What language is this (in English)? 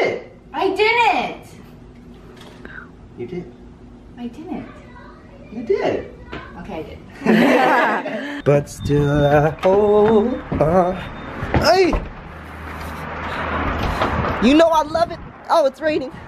English